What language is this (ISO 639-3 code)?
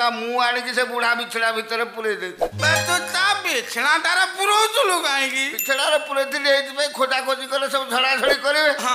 ori